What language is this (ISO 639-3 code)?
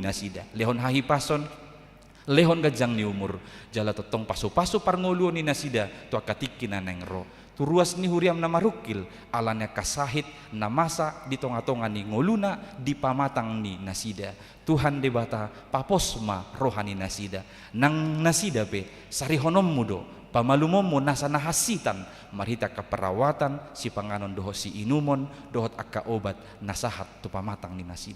bbc